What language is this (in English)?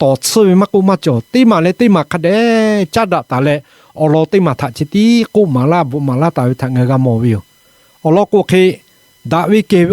Lahu